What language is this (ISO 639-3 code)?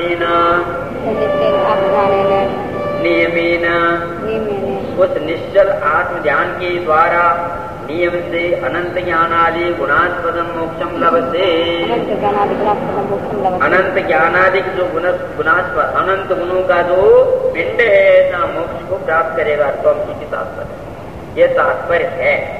hin